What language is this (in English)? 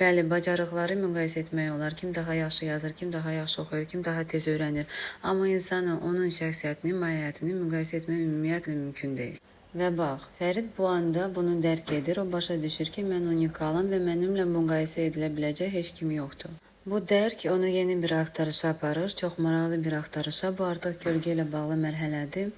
Azerbaijani